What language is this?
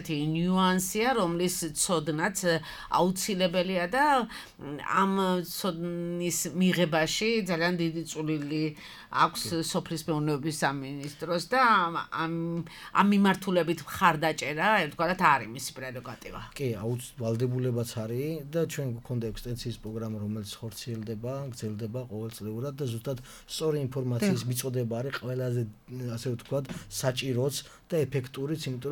Georgian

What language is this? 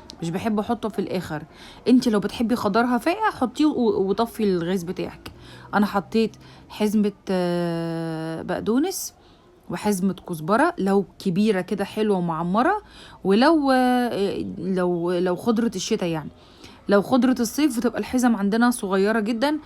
Egyptian Arabic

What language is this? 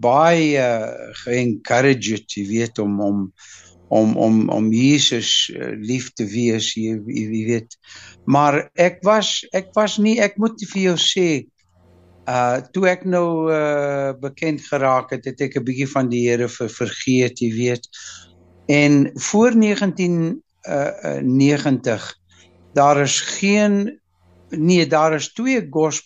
Afrikaans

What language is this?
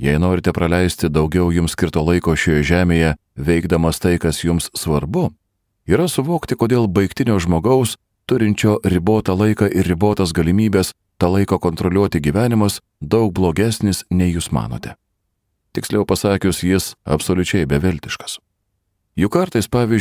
Lithuanian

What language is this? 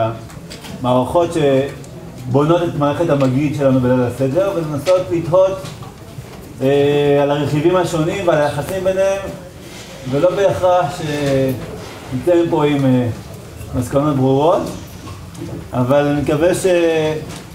Hebrew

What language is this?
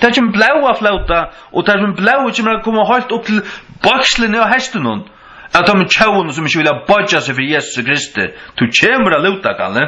Faroese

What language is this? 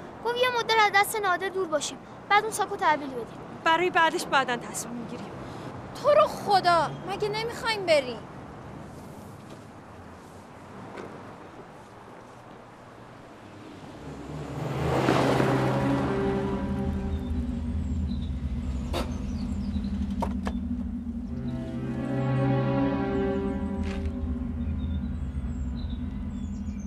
Persian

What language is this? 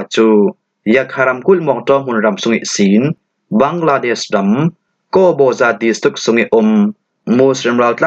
Falam Chin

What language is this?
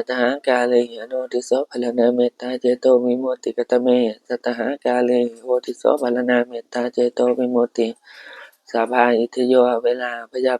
Pali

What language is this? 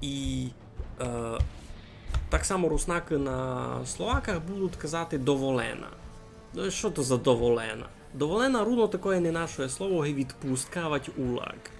Rusyn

